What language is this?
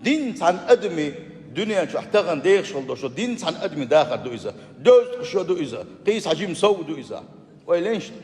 Chechen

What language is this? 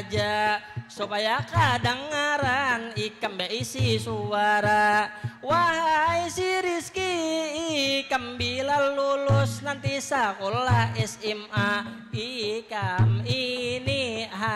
Banjar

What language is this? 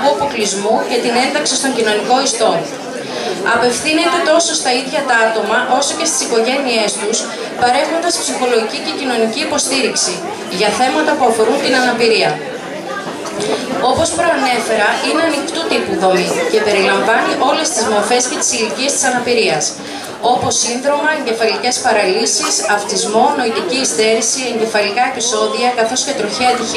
Greek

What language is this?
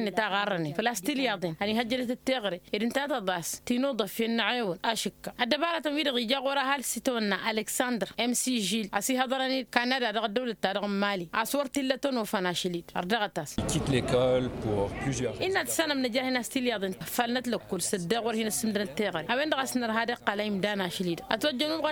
Tamasheq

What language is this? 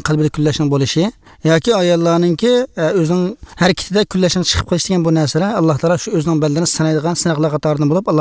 Uyghur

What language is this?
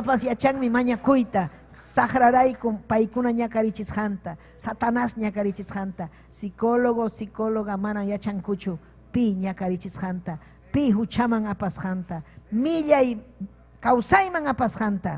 Ayacucho Quechua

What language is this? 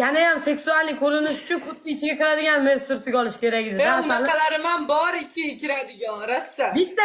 Uzbek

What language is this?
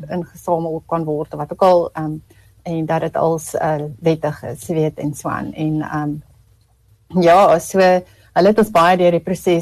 Afrikaans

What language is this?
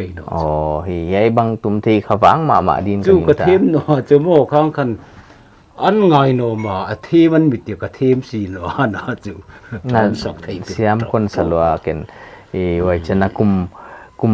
Paite Chin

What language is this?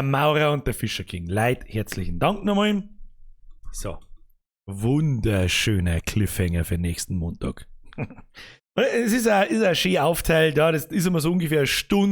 Bavarian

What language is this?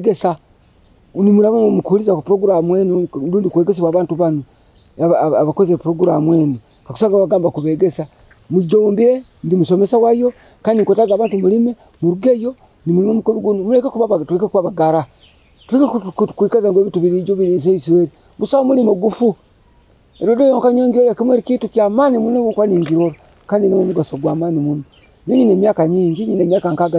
Nyoro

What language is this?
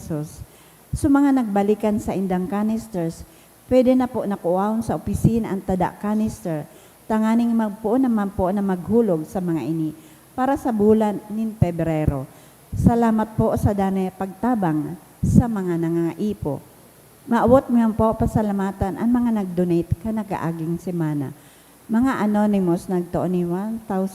Bikol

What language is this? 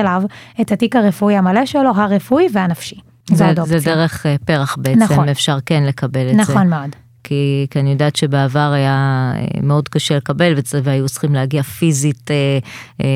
Hebrew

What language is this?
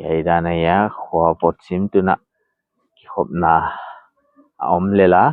Paite Chin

